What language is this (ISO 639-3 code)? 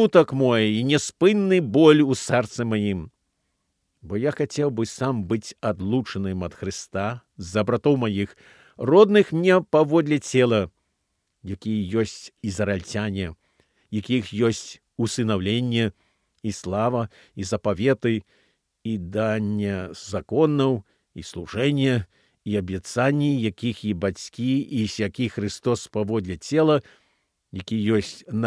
bel